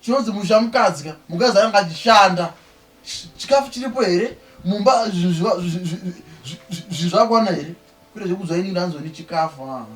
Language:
Shona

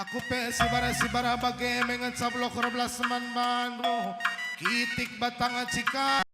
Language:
Batak Karo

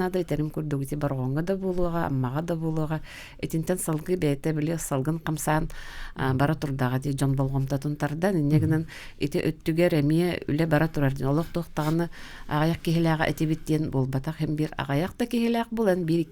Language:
Yakut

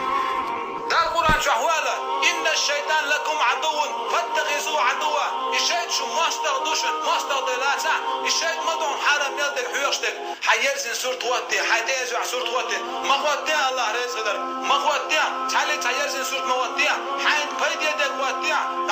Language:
Chechen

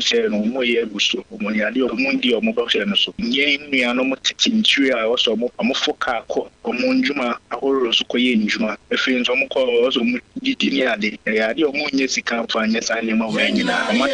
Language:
Akan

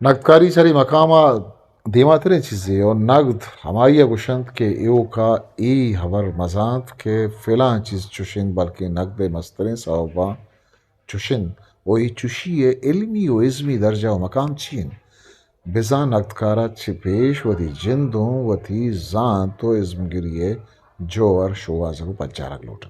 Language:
Eastern Balochi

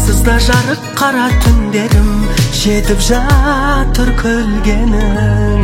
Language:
Kazakh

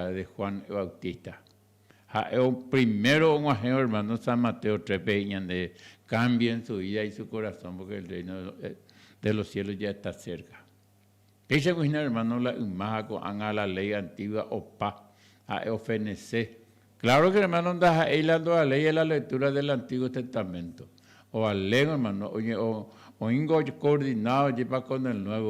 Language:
Guarani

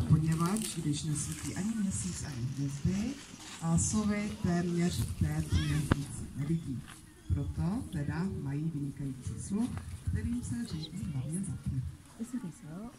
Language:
Czech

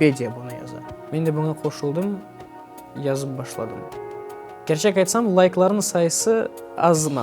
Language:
Crimean Tatar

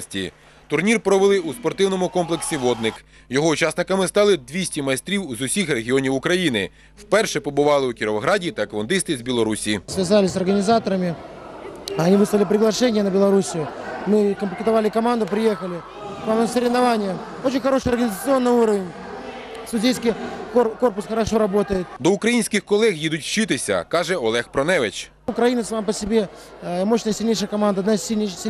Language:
Ukrainian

